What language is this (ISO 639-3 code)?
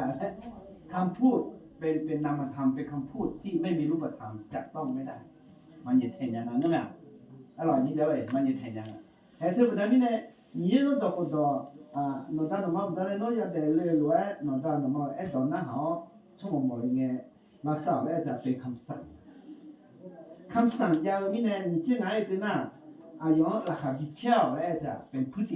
ahk